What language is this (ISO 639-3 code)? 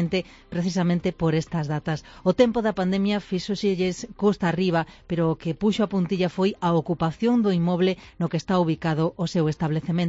glg